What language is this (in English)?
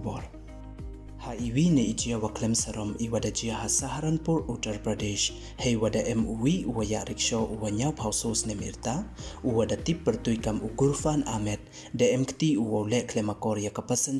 Pnar